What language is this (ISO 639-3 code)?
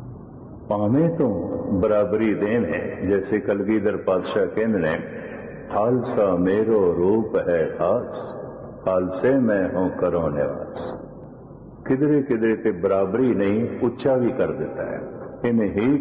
pan